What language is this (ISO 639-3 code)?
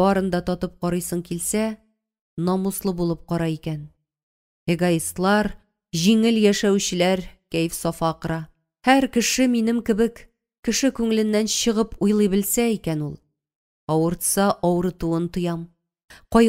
tat